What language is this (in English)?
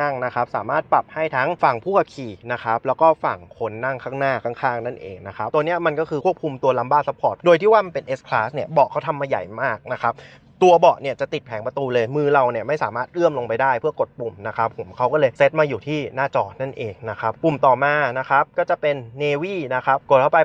Thai